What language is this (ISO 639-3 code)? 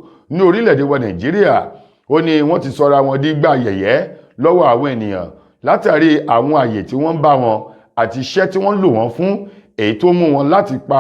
yor